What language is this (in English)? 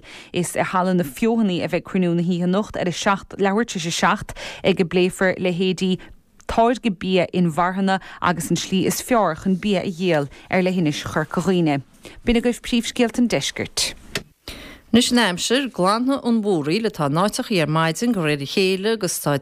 Irish